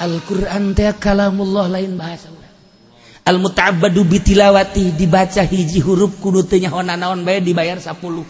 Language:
Sundanese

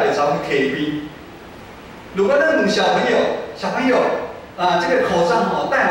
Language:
Min Nan Chinese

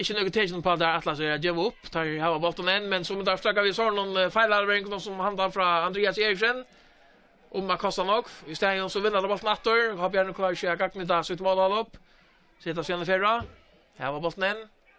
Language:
Faroese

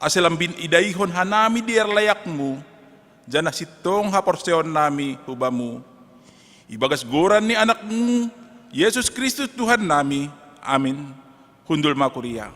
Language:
Batak Simalungun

